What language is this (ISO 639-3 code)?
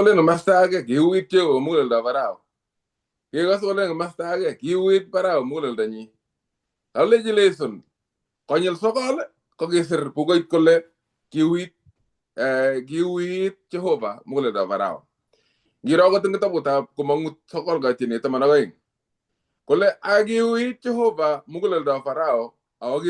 kln